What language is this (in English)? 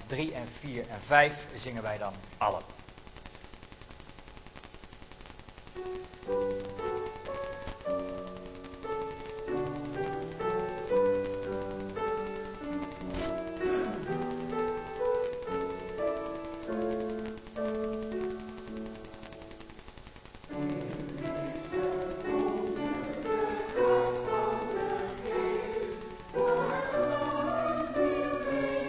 Dutch